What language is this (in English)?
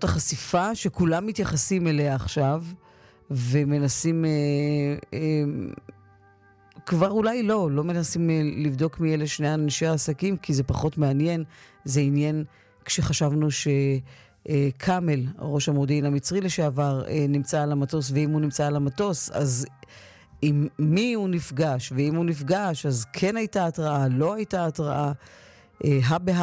Hebrew